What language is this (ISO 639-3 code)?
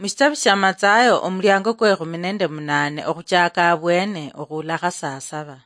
luy